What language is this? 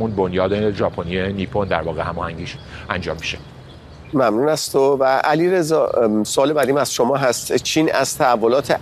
Persian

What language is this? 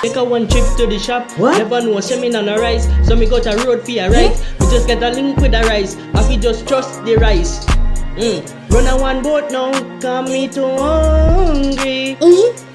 Jamaican Creole English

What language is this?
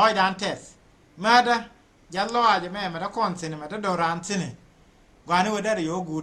Nuer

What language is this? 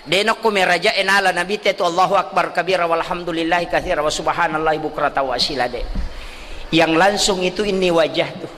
Buginese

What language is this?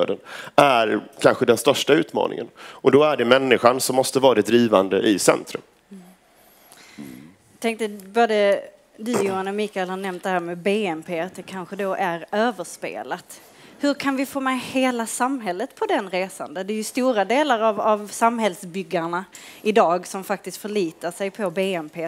Swedish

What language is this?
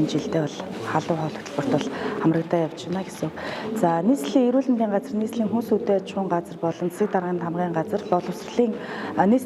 Mongolian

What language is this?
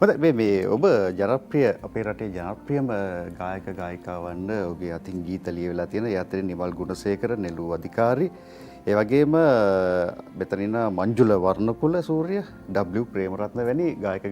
Sinhala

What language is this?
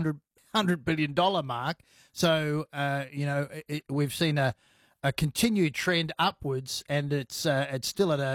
English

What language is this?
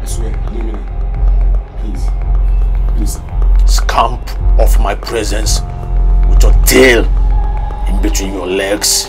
Nigerian Pidgin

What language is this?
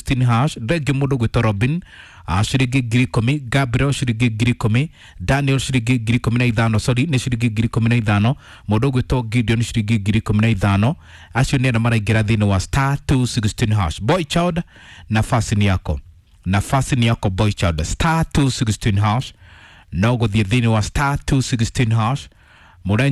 Kikuyu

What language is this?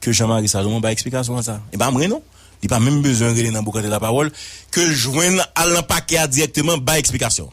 Haitian Creole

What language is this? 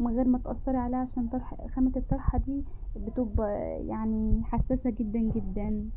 Egyptian Arabic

